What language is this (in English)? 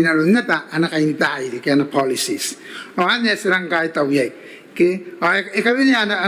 Gilbertese